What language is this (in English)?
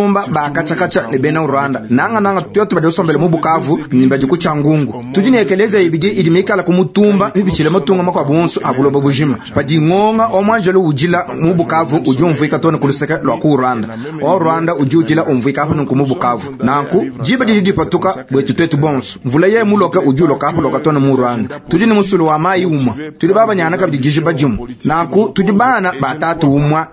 Luba-Lulua